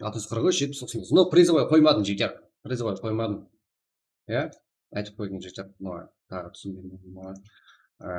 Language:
Kara-Kalpak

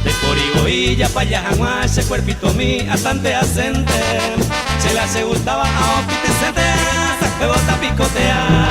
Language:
Guarani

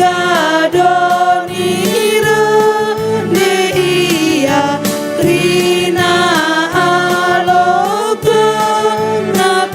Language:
Batak Karo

